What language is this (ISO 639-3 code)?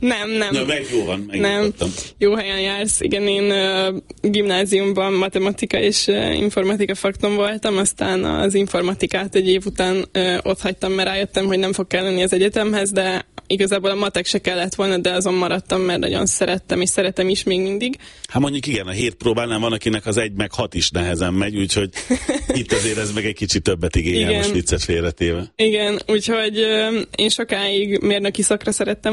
hun